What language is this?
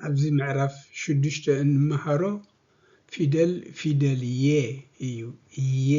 Tigrinya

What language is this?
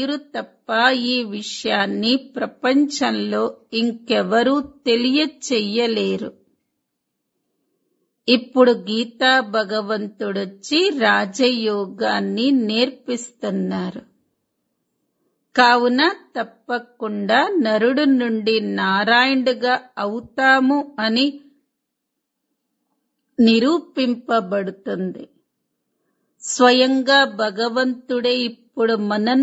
Telugu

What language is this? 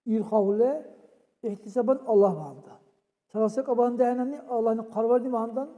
Dargwa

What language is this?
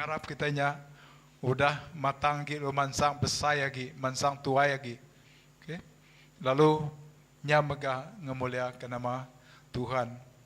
Iban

